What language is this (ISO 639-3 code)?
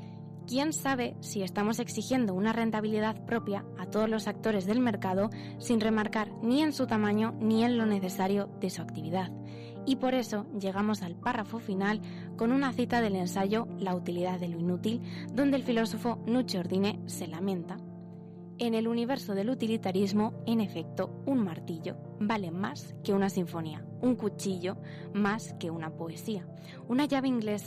spa